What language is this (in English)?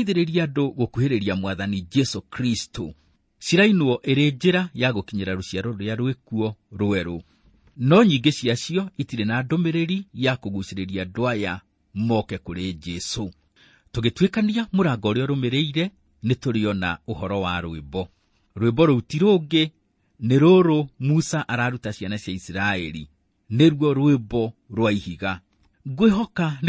Kikuyu